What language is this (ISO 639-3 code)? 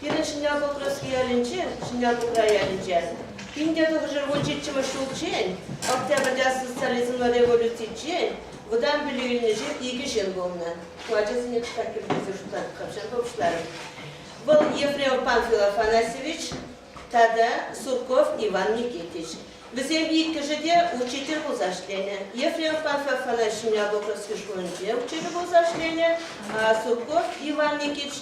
chv